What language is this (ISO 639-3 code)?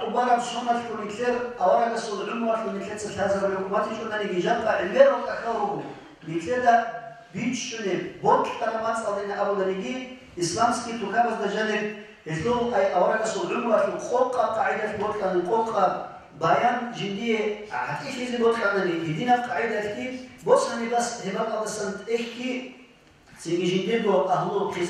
ava